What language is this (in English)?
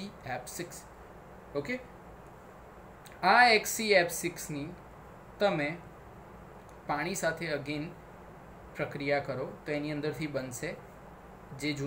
Gujarati